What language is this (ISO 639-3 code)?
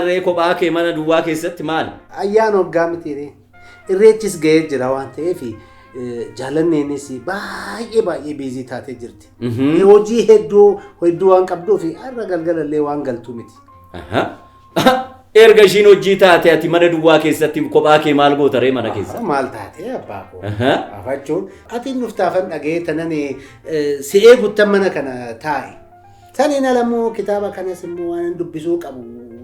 orm